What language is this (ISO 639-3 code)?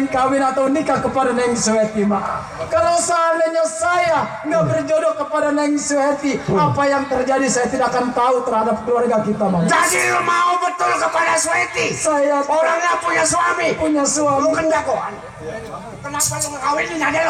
bew